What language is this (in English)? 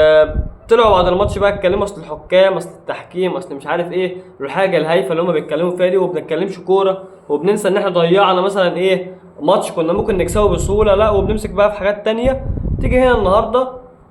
Egyptian Arabic